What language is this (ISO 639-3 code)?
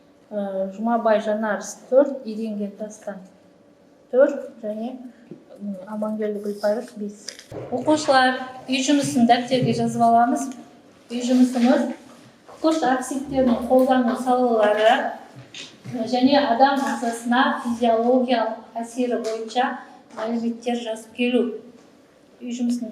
kaz